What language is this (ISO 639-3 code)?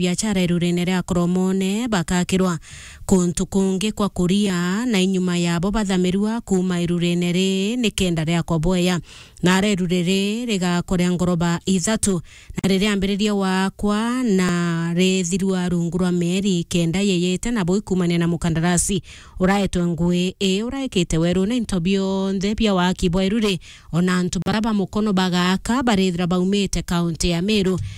mer